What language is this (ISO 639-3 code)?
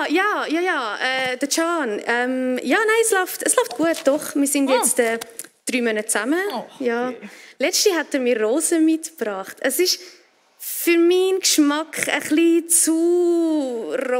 gsw